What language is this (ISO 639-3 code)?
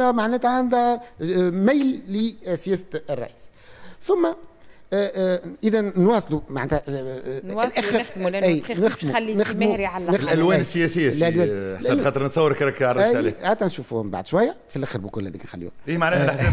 aeb